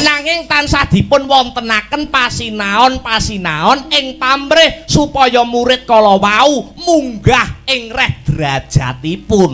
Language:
Javanese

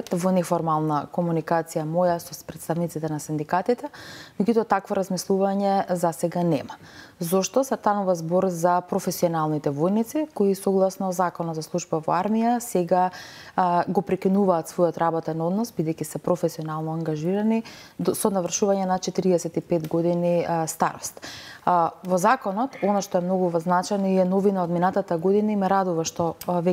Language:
Macedonian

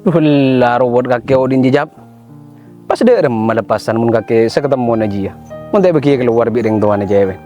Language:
Madurese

